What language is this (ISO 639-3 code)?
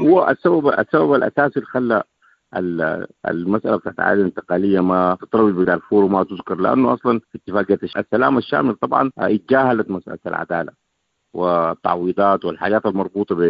apd